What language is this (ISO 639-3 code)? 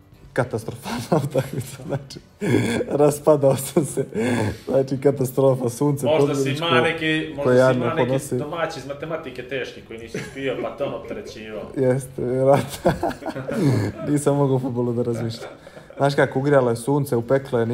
bos